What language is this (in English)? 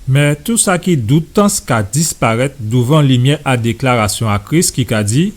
Guadeloupean Creole French